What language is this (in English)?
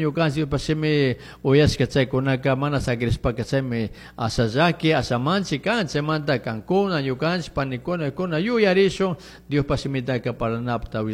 Chimborazo Highland Quichua